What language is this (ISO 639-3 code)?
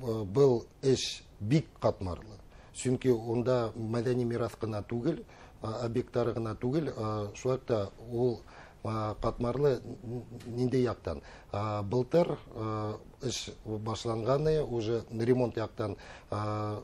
bak